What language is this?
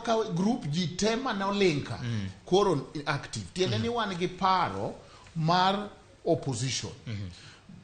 Luo (Kenya and Tanzania)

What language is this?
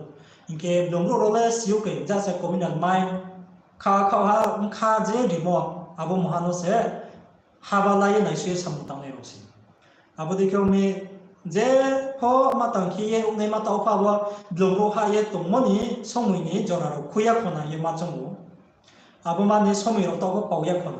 Riang (India)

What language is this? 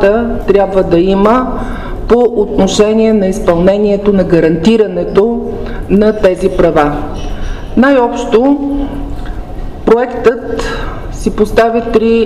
Bulgarian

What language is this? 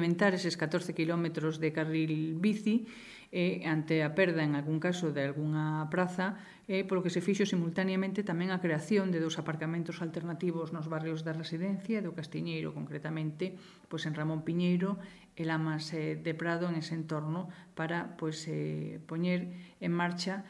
Galician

